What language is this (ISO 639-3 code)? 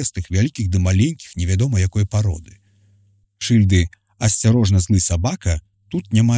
bel